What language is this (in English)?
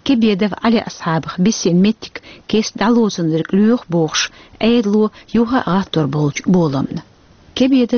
Chechen